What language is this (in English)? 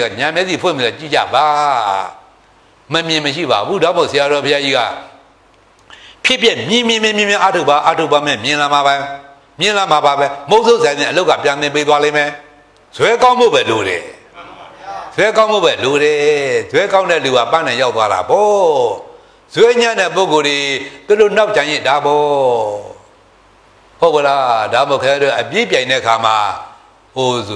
Burmese